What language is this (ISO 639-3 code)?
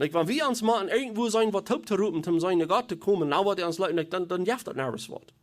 pdt